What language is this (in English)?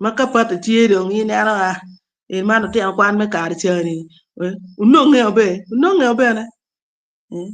Acoli